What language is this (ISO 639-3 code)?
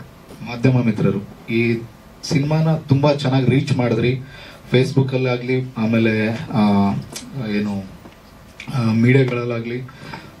kan